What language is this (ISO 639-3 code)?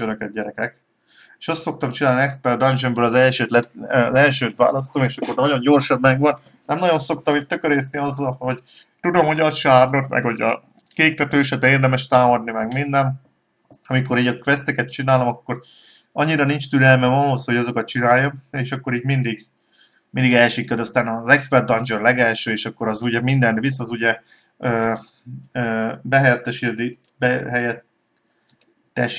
hun